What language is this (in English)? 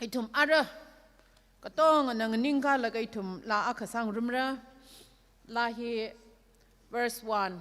Tangkhul Naga (India)